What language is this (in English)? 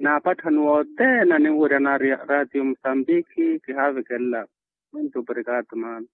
Makhuwa